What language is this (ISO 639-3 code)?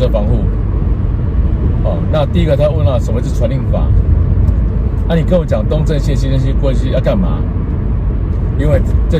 zho